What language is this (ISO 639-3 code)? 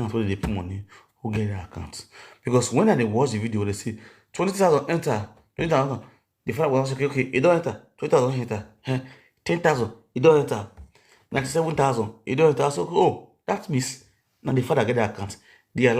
pcm